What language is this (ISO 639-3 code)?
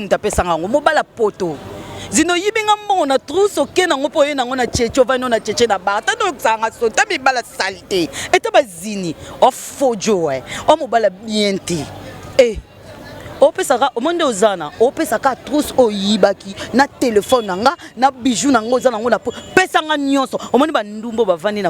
lin